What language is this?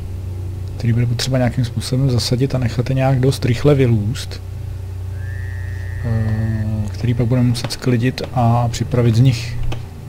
Czech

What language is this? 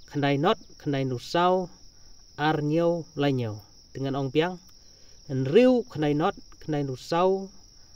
Khasi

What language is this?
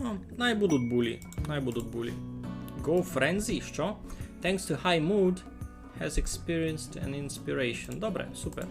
Rusyn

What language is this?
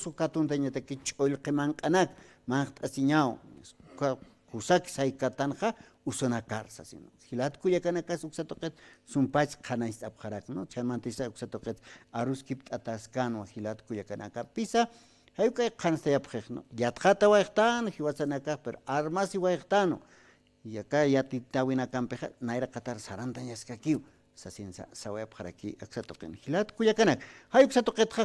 Aymara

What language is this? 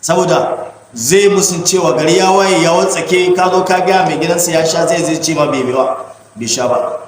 Hausa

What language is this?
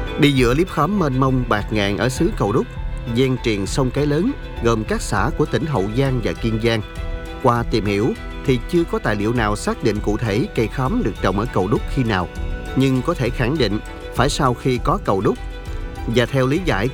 Vietnamese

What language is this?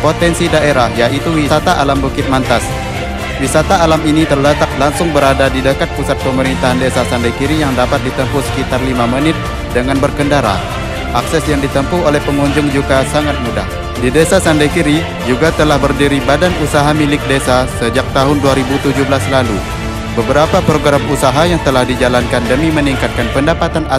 Indonesian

